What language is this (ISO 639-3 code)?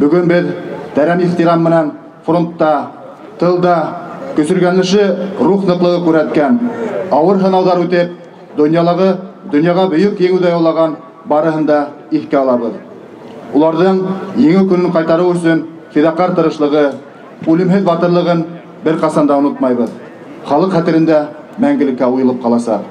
bak